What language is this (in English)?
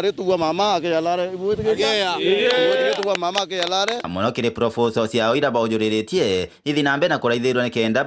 Meru